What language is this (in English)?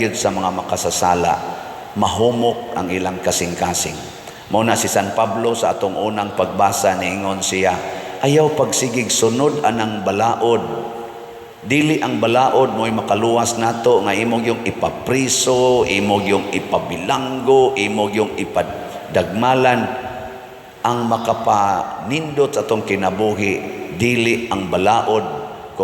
Cebuano